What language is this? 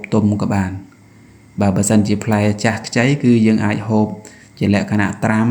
Khmer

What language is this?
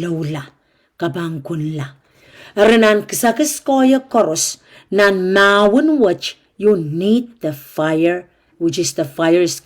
Pohnpeian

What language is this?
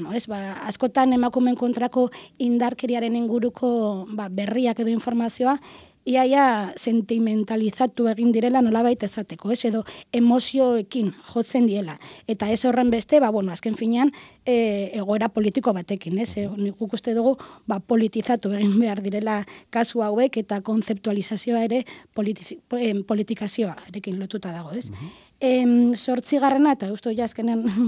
Basque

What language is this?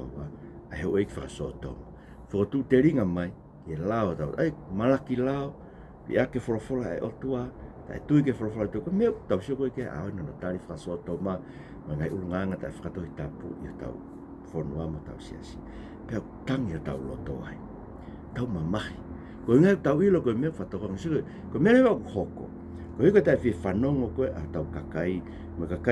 Tongan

